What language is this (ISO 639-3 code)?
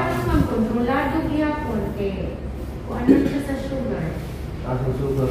ceb